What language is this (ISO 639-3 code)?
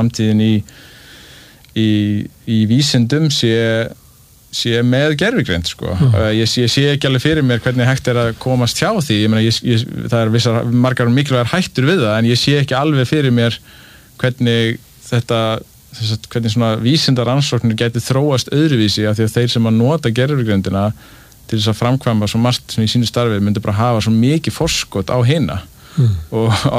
isl